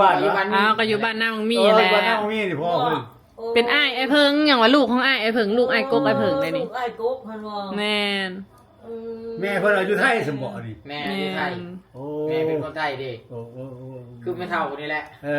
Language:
Lao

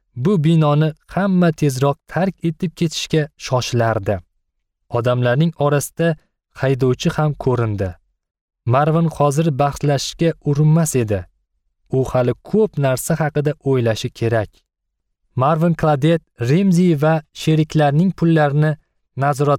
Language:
Uzbek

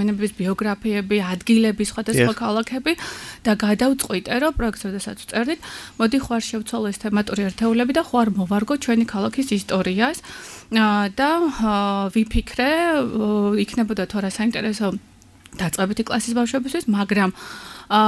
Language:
Georgian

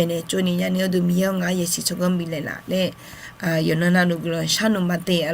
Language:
Akha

